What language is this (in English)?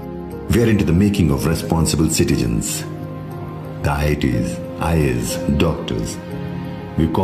Telugu